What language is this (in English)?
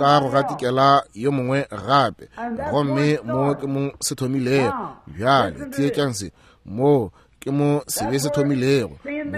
Northern Sotho